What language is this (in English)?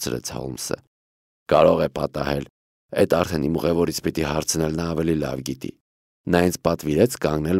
Armenian